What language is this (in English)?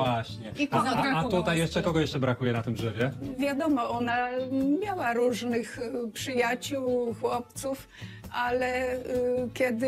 Polish